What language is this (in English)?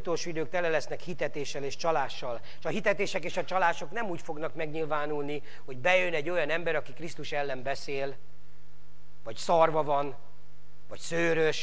Hungarian